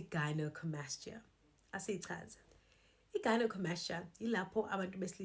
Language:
Zulu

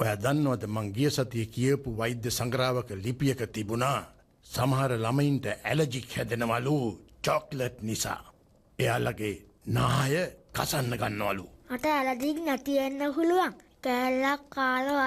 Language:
Sinhala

